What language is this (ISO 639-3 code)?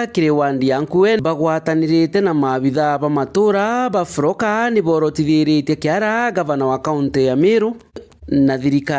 mer